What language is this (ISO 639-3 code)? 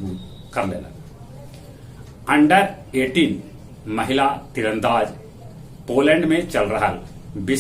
mag